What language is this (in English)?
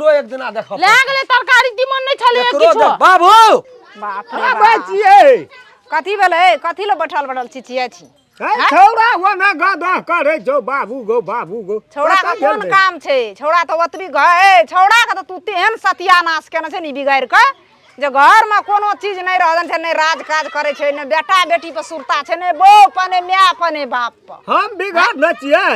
Maithili